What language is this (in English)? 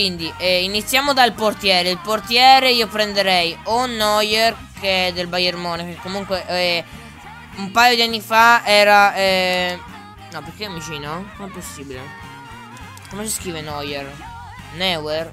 Italian